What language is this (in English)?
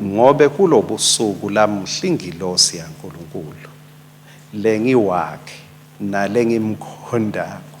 Swati